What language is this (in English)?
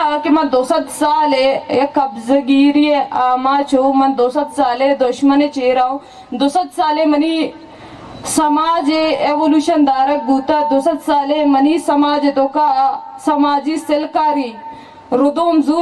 Baluchi